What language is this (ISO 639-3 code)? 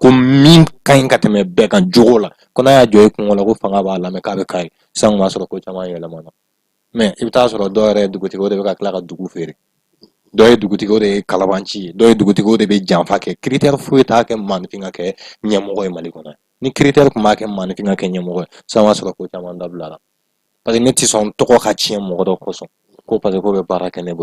bam